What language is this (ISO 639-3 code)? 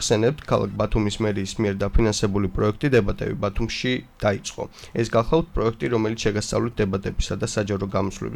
kat